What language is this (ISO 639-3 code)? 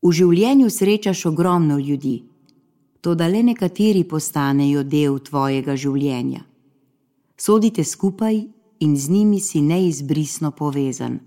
slv